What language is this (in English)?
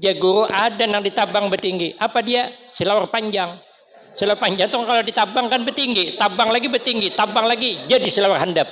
Banjar